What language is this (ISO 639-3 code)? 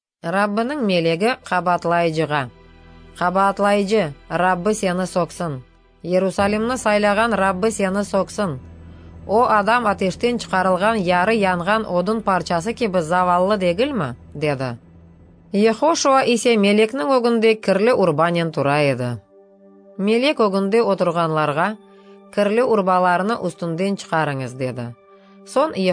crh